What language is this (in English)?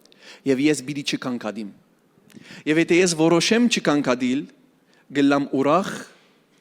Western Armenian